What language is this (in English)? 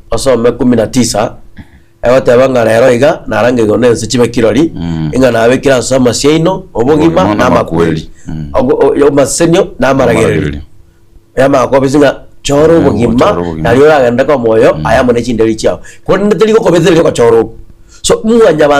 Gusii